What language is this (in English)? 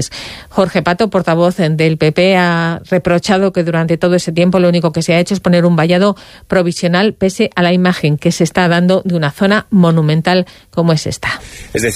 Spanish